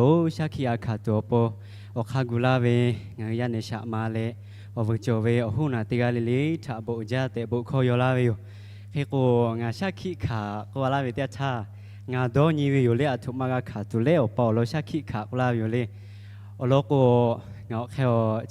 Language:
Lahu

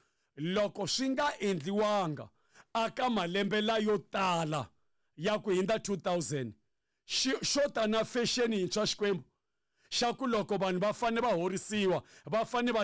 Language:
Tsonga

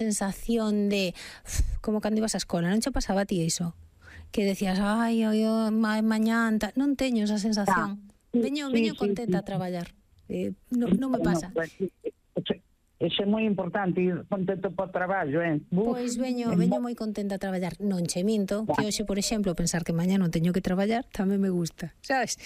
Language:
Galician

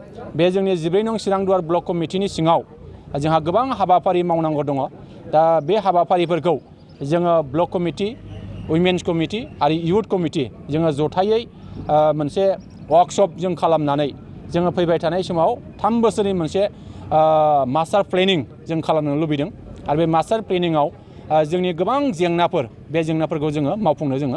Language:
Bodo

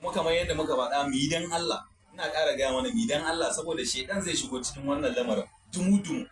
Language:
Hausa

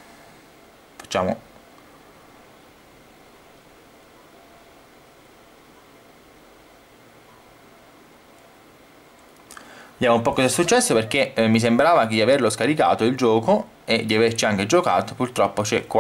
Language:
Italian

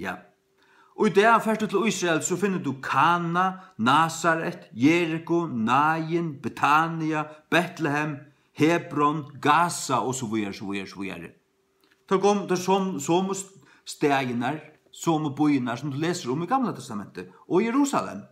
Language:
Faroese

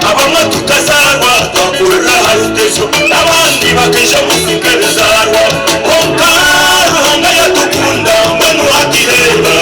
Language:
Nyankole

